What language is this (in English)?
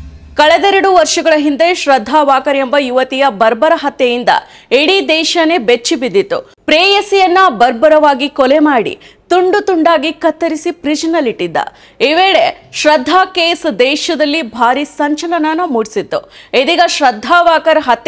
Kannada